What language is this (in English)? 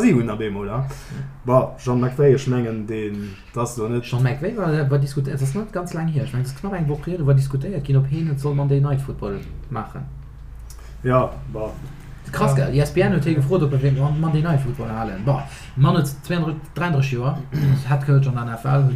Luxembourgish